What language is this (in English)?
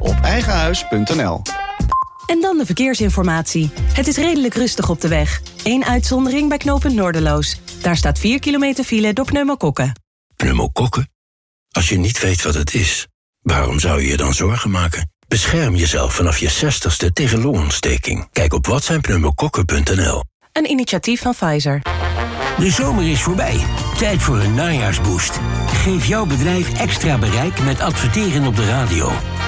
Dutch